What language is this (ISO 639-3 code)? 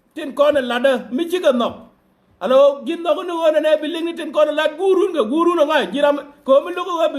nus